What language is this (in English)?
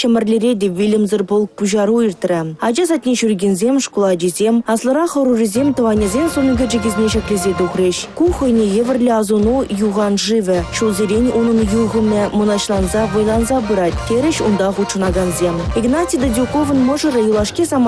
Chuvash